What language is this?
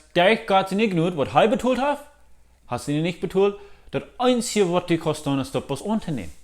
Plautdietsch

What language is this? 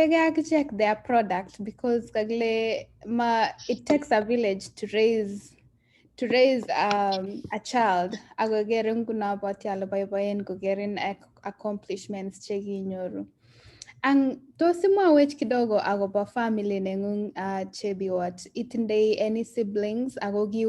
Kalenjin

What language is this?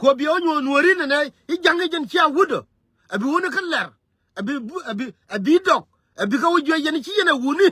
Nuer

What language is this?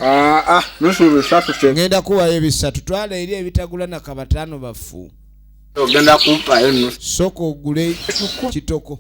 Ganda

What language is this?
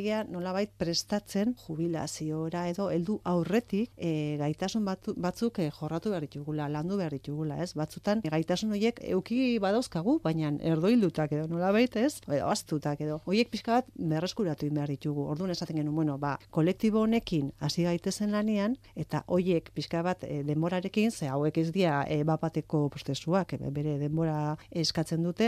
Basque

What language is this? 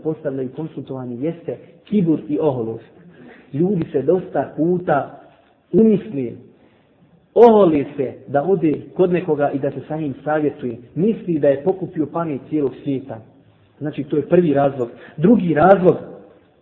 Bosnian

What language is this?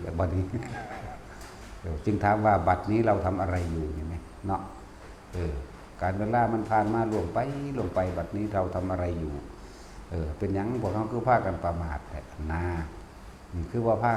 Lao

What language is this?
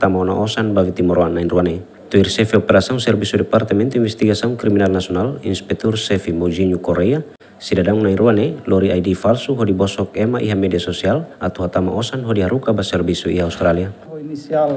Tetum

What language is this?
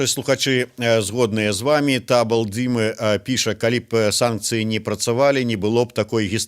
Belarusian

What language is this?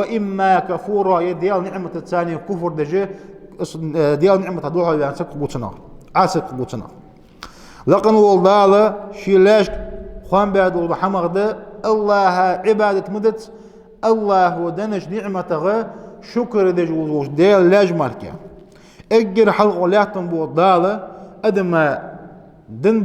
Ingush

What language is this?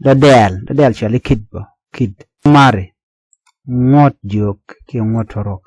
Nuer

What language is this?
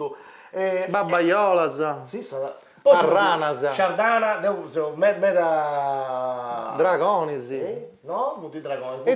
Sardinian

